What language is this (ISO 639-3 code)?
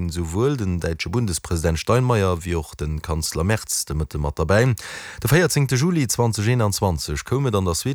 ltz